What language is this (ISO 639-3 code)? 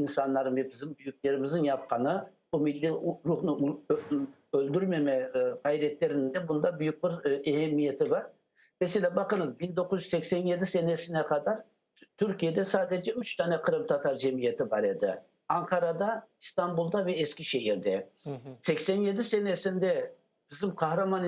crh